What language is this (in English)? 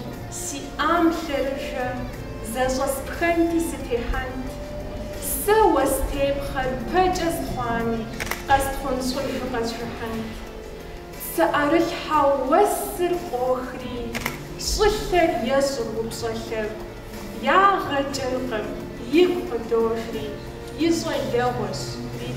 Kabardian